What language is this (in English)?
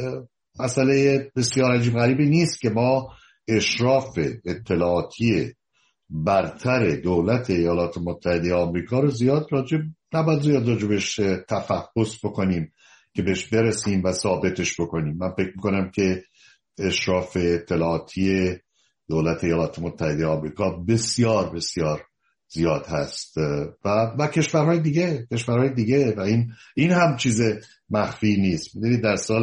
Persian